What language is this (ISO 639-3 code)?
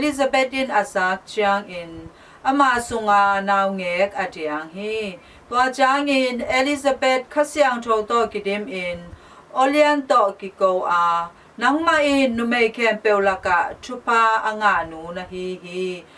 ctd